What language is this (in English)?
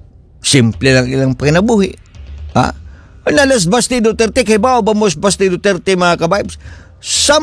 Cebuano